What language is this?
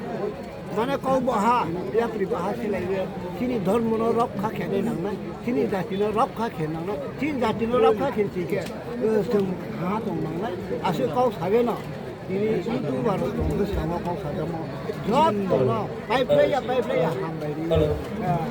Riang (India)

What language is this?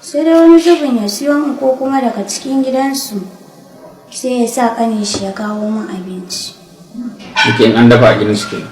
Hausa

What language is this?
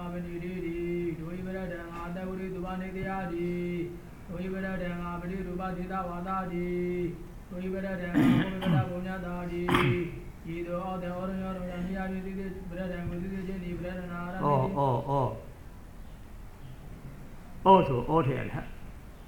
Burmese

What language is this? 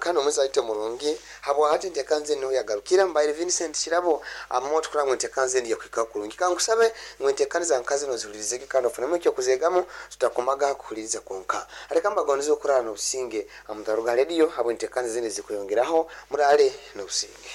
Nyankole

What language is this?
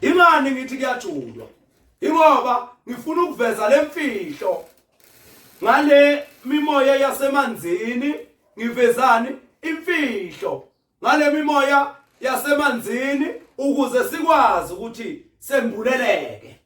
Zulu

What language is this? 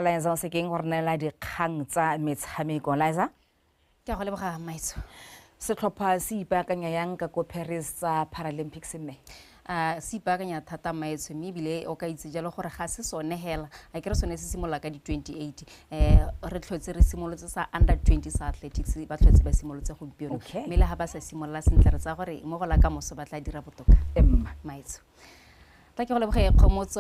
Tswana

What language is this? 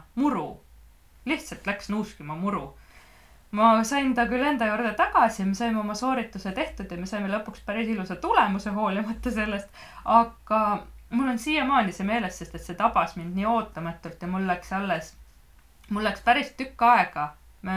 Estonian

